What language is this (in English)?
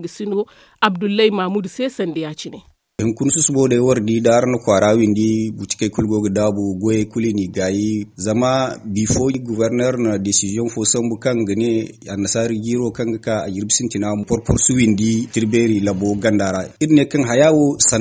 Zarma